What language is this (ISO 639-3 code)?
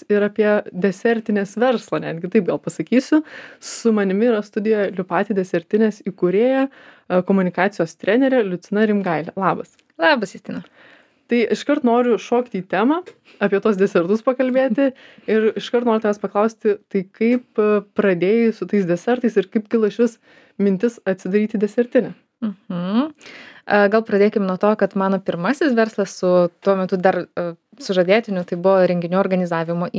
lit